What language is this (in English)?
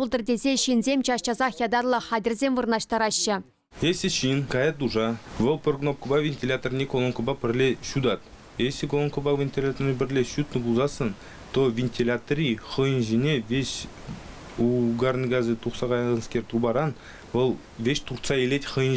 Chuvash